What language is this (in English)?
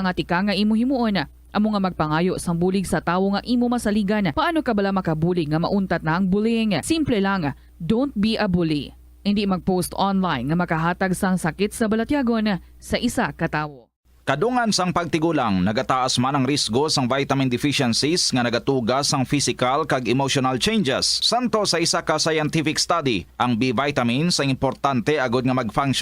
Hiligaynon